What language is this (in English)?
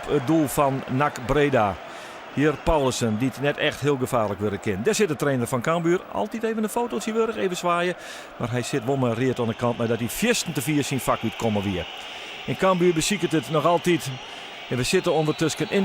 Western Frisian